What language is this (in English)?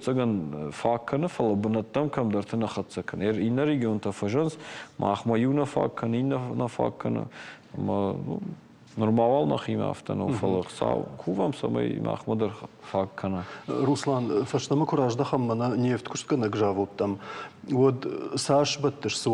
Ossetic